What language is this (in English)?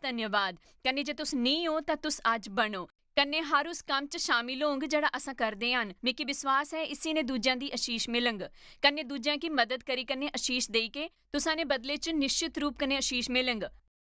Dogri